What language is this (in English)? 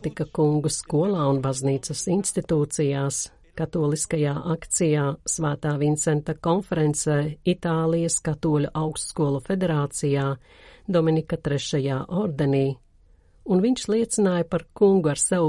Latvian